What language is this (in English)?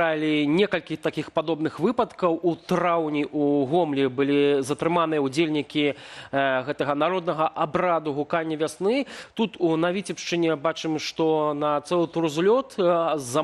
Belarusian